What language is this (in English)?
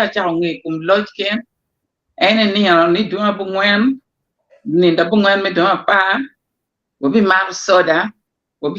Acoli